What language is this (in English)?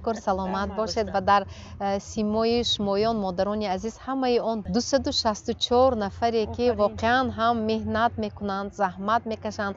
Tajik